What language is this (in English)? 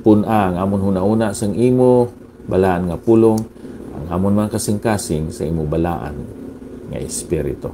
Hiligaynon